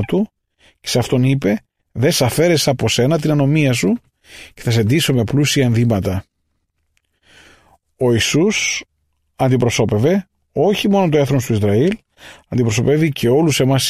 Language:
Greek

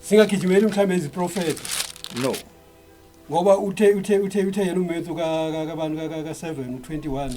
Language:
Zulu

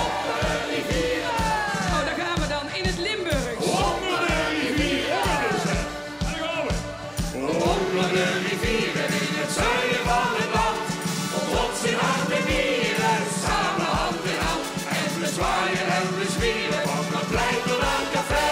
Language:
Limburgish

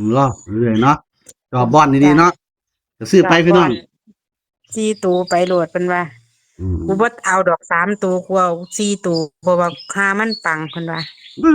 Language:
Northeastern Thai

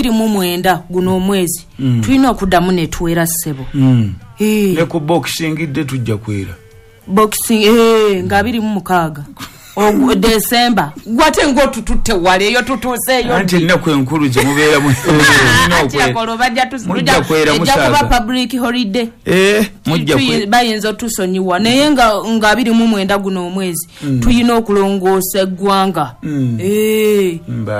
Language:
Ganda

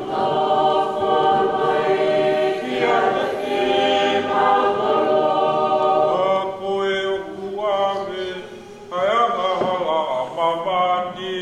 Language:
Tongan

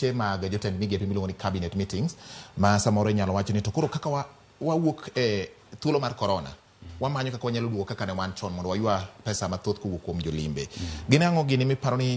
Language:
Luo (Kenya and Tanzania)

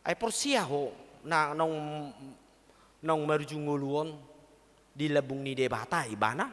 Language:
Batak Toba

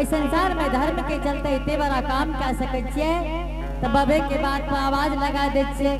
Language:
Angika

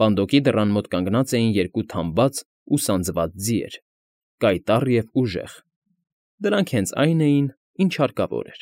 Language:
Armenian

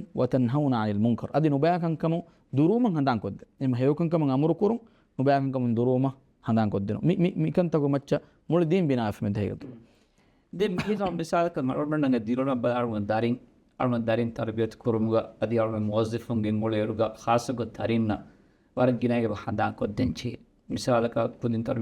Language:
Divehi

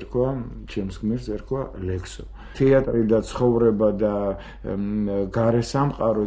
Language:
Georgian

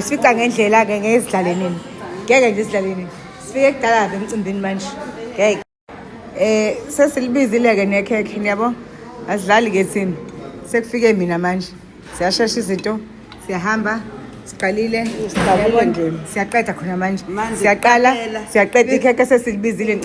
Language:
Zulu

